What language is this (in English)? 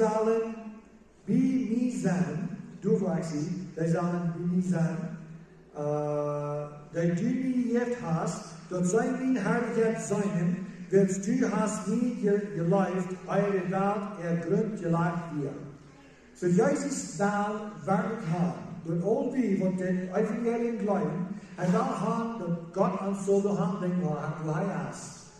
Plautdietsch